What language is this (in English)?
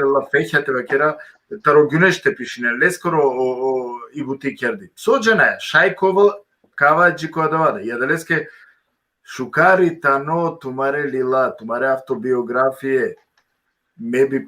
Balkan Romani